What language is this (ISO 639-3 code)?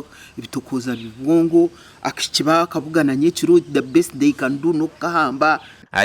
nyn